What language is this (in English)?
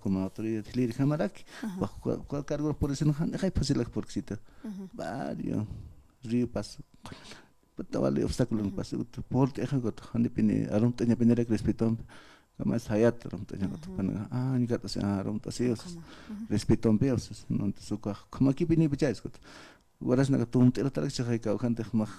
Aymara